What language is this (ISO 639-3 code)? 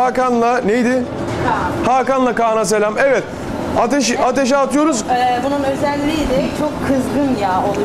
tur